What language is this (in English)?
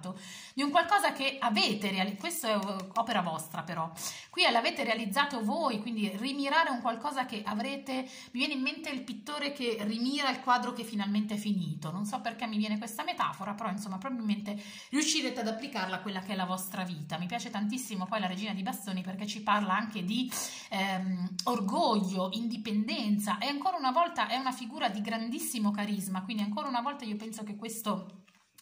Italian